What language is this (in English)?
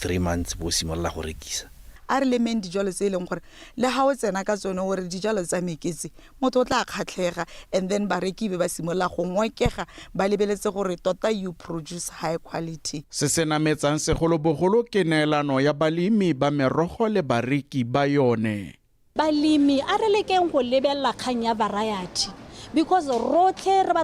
Tswana